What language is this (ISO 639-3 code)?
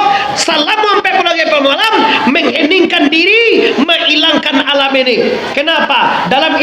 min